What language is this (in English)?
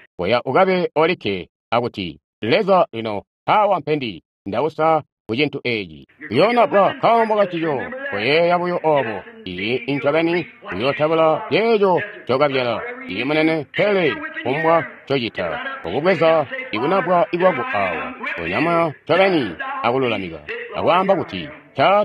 Tonga (Zambia)